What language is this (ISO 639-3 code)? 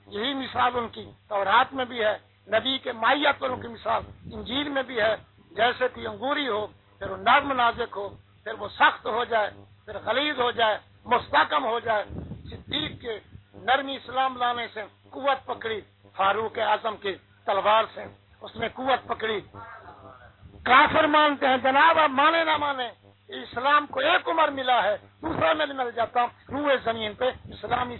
urd